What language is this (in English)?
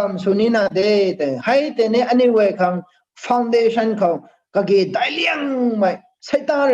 Rongmei Naga